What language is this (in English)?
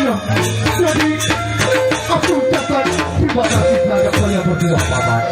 Sasak